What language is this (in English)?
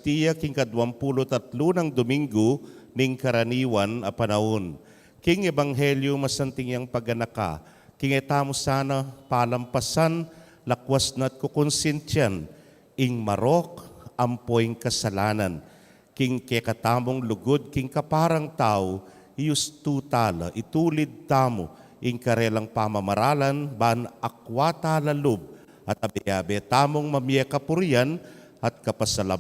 Pampanga